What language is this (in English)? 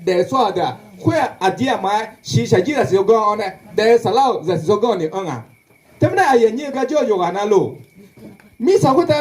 Akha